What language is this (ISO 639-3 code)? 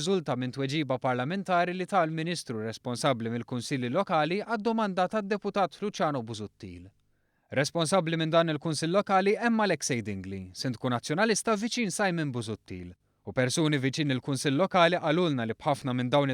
mlt